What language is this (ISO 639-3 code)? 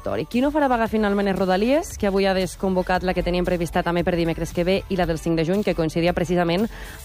cat